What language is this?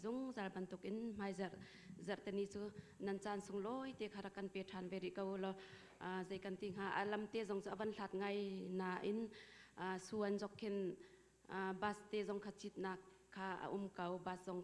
Hakha Chin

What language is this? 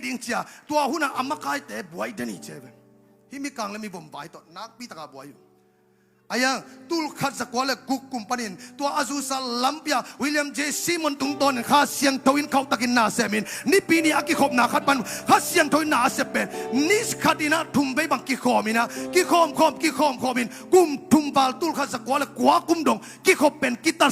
Tedim Chin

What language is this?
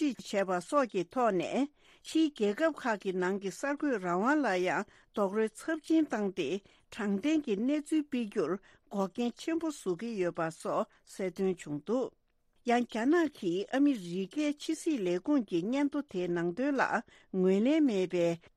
Tibetan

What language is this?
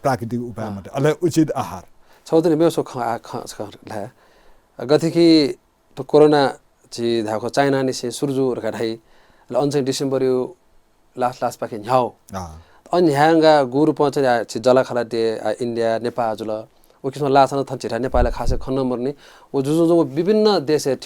Newari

